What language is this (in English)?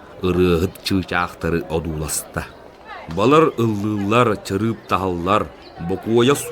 Yakut